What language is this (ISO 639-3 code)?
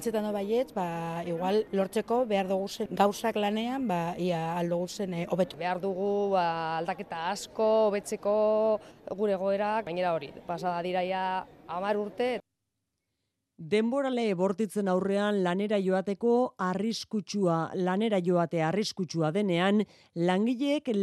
eus